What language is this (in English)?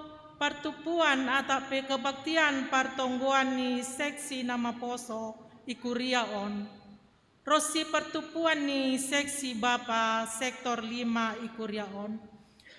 Batak Simalungun